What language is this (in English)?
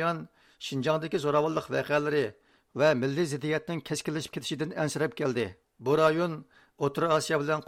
Uyghur